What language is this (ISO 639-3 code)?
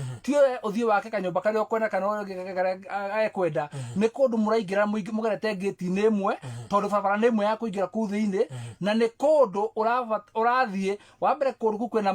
kik